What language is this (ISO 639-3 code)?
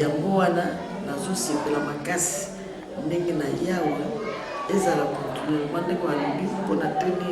lin